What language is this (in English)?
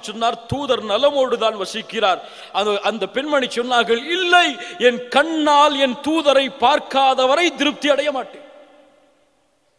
Tamil